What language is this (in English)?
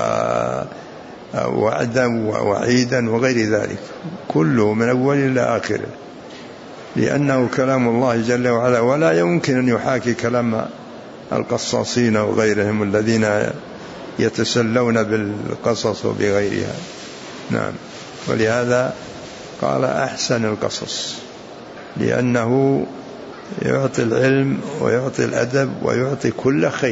Arabic